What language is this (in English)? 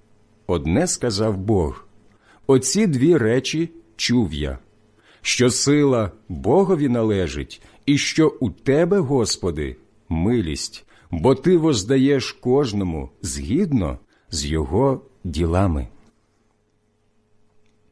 Ukrainian